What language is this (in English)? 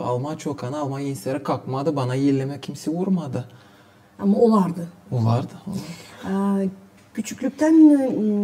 Gagauz